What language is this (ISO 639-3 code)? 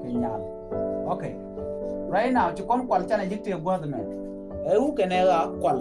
nus